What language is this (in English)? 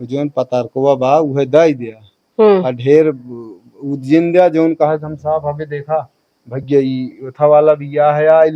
Awadhi